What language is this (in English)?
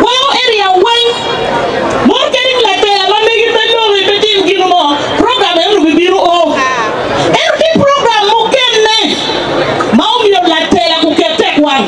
Acoli